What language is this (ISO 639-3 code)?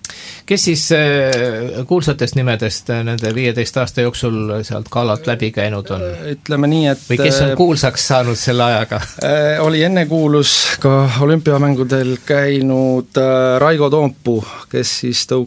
est